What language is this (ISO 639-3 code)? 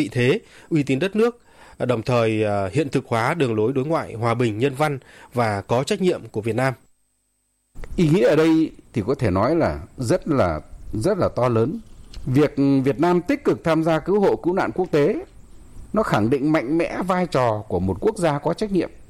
vie